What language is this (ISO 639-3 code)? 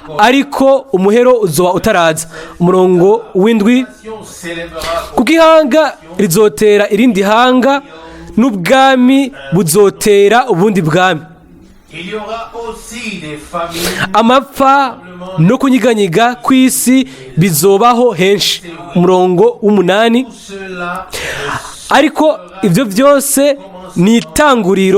run